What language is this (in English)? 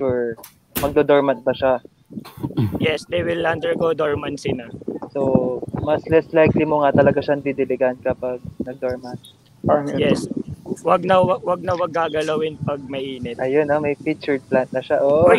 Filipino